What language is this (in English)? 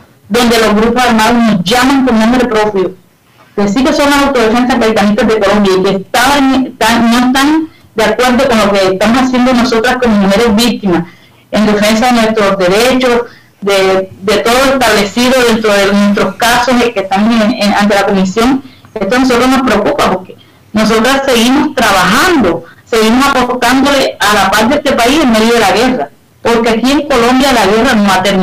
Spanish